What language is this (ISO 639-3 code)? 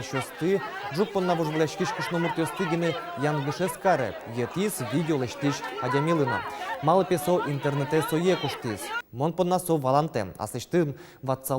udm